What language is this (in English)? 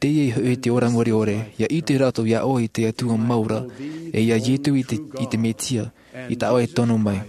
Tahitian